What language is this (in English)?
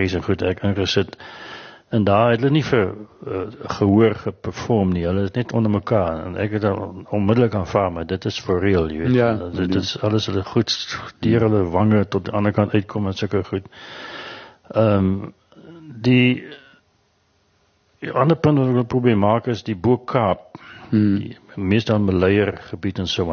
Afrikaans